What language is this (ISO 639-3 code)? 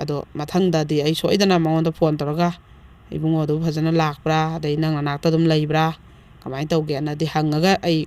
mni